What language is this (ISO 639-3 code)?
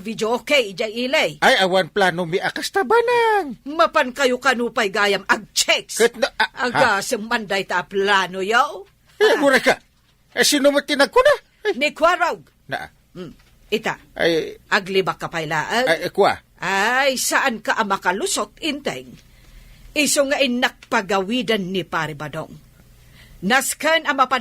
ilo